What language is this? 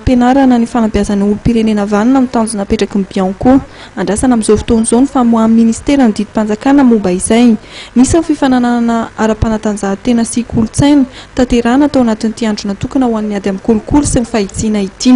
Malagasy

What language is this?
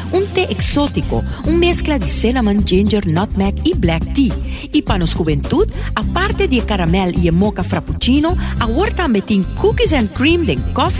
Papiamento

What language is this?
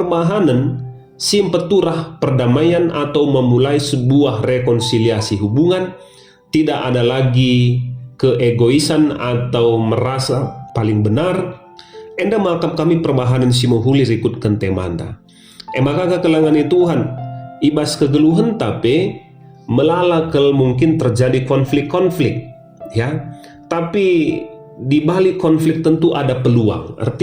Batak Karo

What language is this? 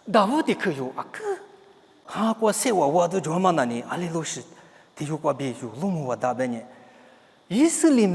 Lisu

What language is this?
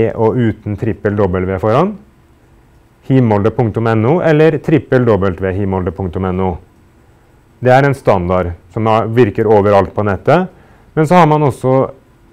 Norwegian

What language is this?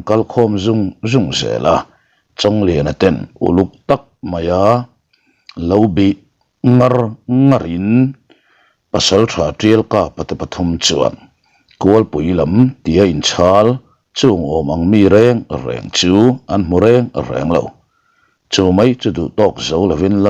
Mizo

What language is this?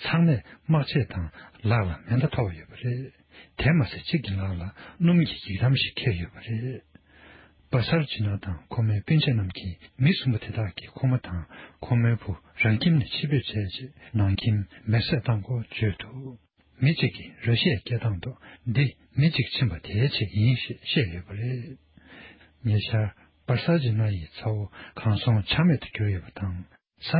Tibetan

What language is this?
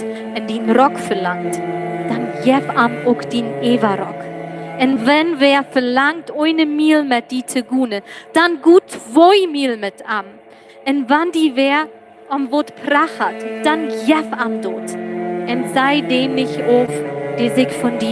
Plautdietsch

